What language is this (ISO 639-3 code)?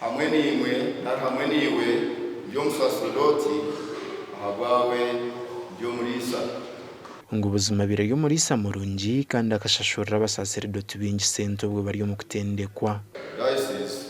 nyn